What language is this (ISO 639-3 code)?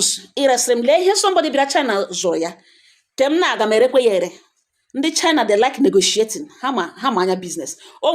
ibo